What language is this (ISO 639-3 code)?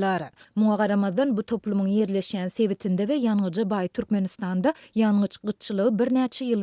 tuk